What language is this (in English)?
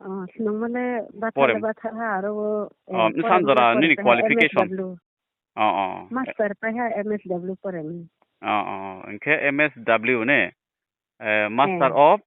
Riang (India)